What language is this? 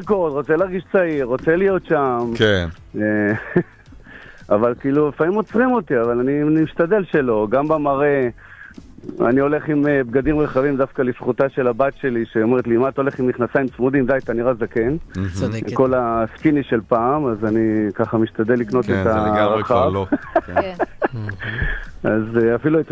Hebrew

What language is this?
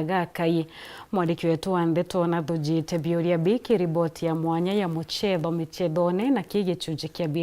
Meru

